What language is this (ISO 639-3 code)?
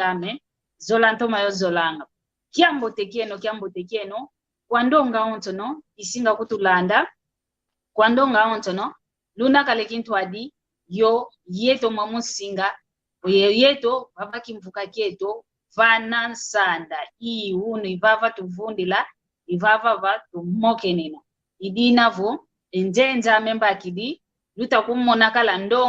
kwy